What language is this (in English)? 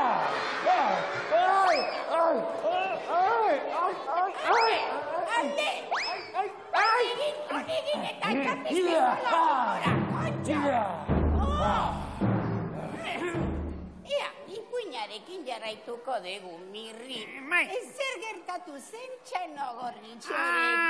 Basque